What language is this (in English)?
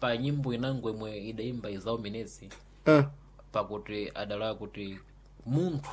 Sena